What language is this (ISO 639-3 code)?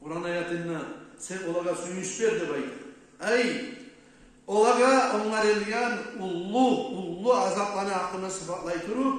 kum